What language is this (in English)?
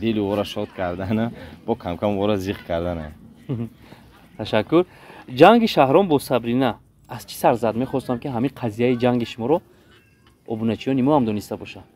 Tajik